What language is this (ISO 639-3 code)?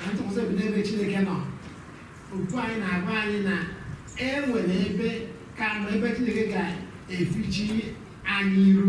ibo